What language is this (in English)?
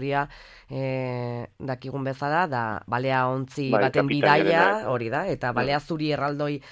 Basque